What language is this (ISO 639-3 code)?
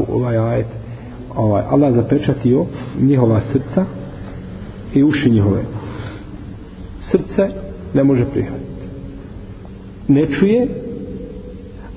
bos